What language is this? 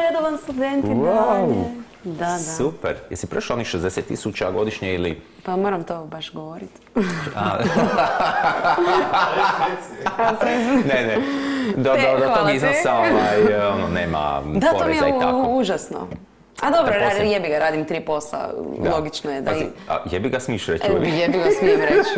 Croatian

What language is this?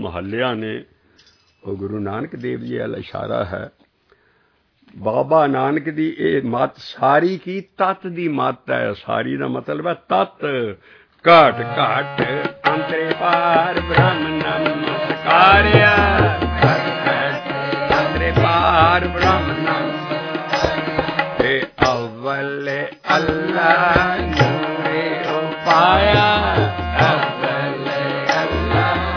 Punjabi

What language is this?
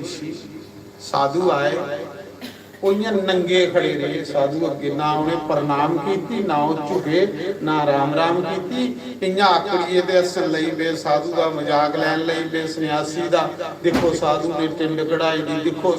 Dogri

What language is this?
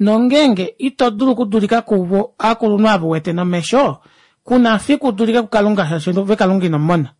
Kuanyama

